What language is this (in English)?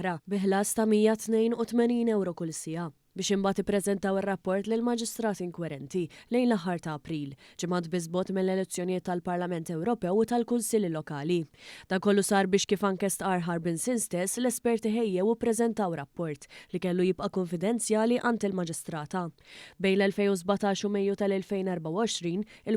Maltese